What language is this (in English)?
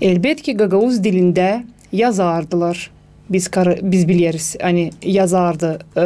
Gagauz